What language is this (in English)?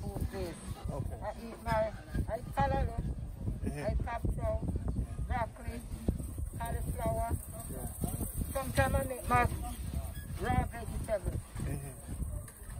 Jamaican Creole English